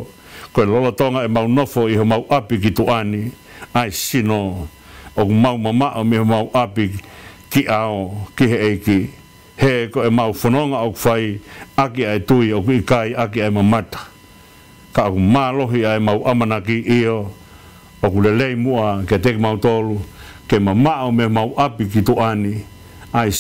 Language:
Tongan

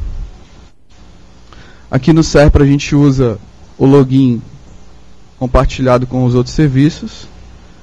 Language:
Portuguese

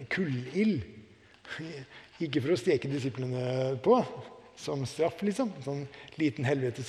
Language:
Norwegian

